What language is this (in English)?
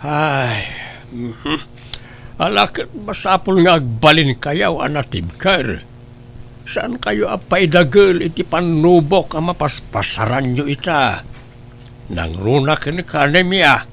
Iloko